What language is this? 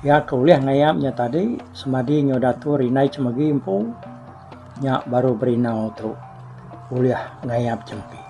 Iban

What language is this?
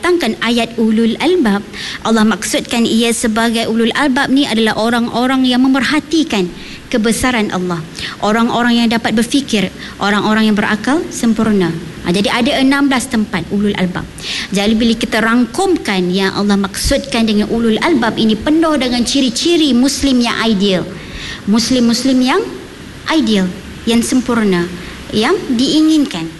Malay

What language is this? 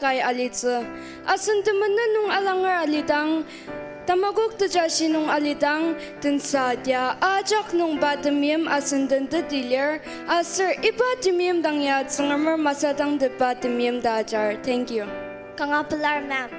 Ao Naga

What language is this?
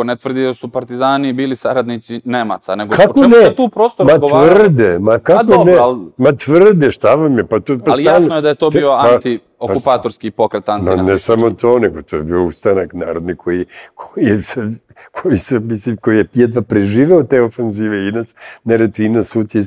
Serbian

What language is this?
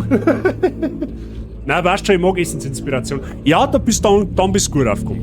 Bavarian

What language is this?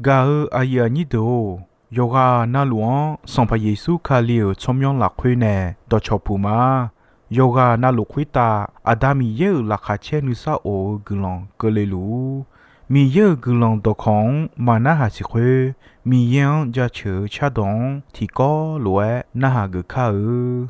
Akha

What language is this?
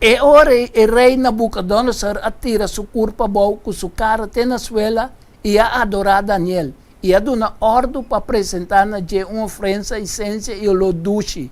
Papiamento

